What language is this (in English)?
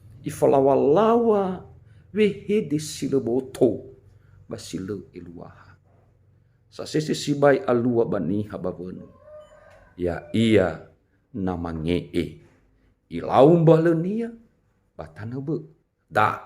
Nias